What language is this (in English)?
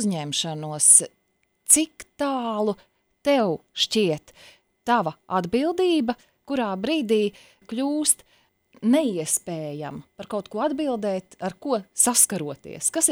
Latvian